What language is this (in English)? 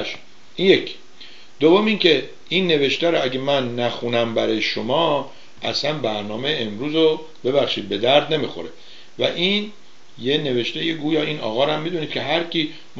Persian